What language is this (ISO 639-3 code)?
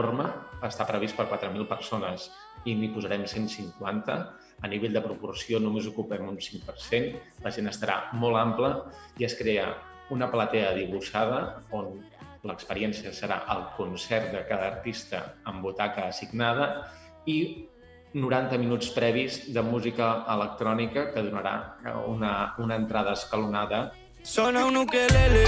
cat